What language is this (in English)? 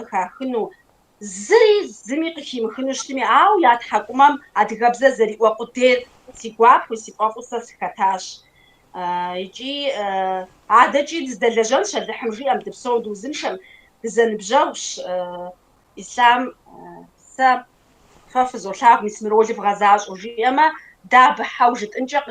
Kabardian